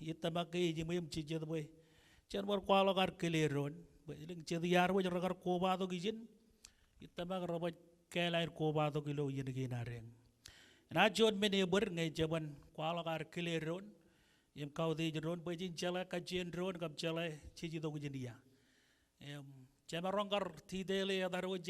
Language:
Marshallese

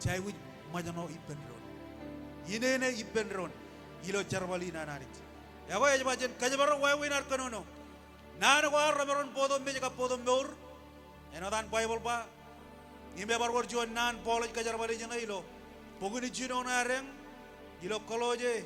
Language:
Marshallese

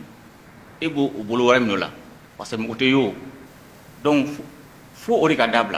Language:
Bambara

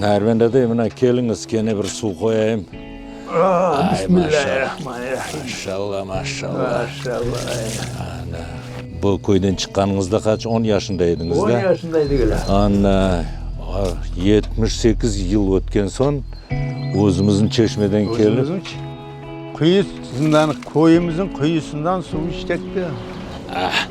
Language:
Crimean Tatar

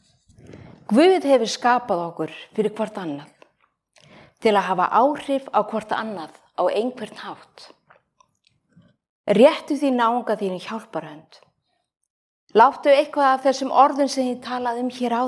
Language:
Icelandic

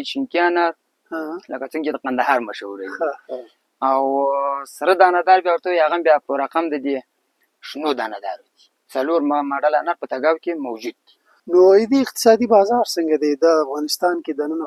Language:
Pashto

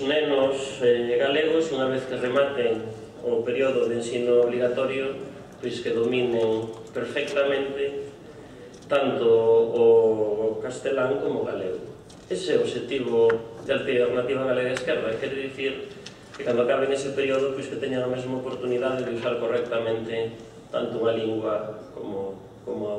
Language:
Galician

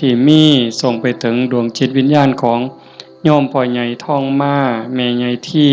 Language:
Lao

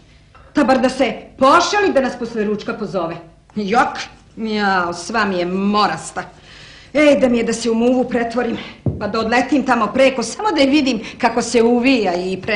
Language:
Serbian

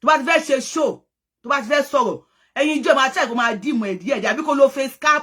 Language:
Yoruba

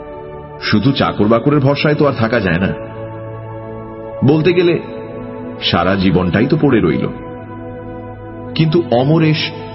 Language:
Bangla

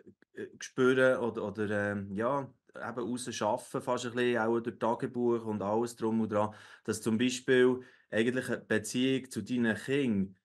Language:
Swiss German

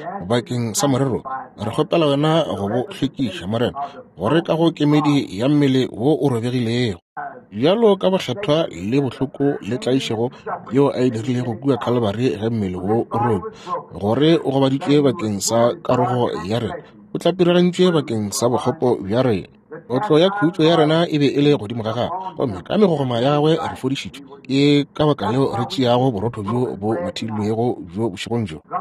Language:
Northern Sotho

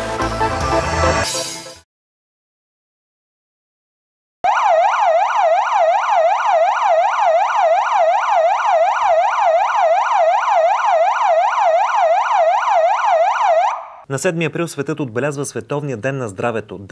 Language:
Bulgarian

